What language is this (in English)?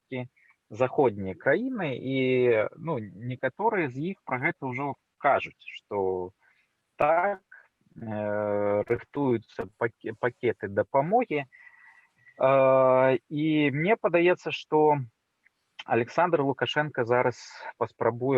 Belarusian